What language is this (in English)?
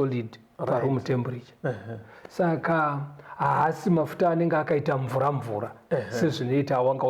Shona